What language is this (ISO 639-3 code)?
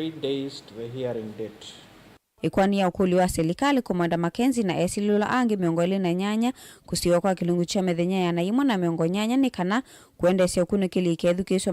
kam